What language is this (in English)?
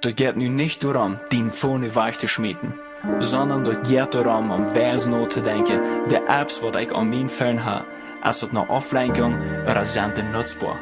Plautdietsch